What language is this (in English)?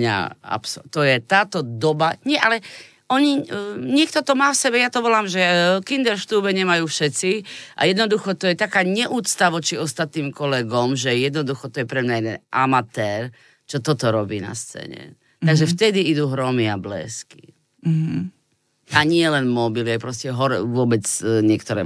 Slovak